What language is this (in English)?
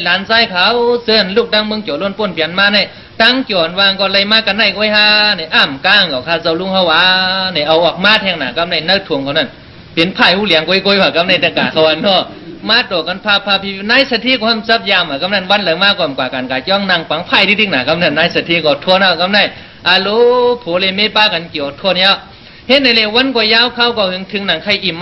Shan